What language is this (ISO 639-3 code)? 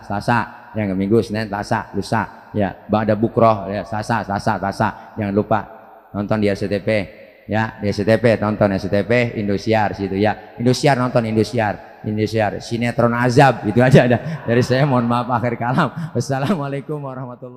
bew